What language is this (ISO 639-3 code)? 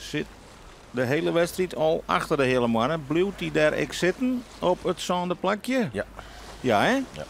fry